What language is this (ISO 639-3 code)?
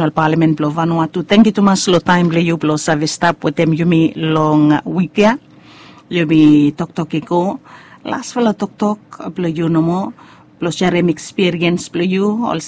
bis